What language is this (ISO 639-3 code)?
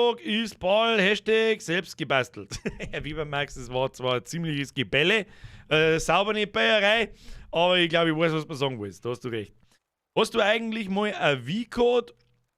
bar